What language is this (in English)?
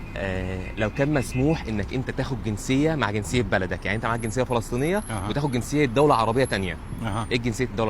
Egyptian Arabic